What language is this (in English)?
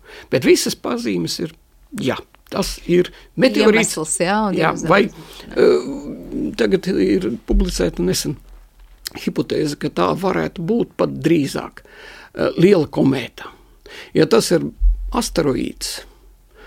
Latvian